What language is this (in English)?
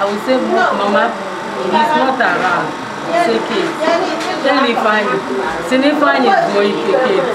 Igbo